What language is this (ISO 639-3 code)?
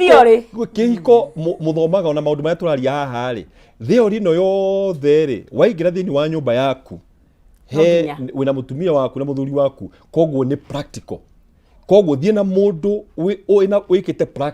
kik